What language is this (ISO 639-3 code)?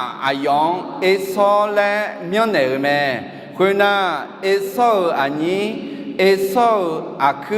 ahk